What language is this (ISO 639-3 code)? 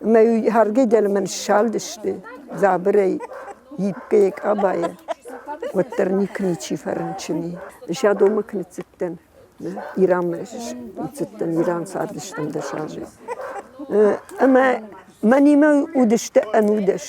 oss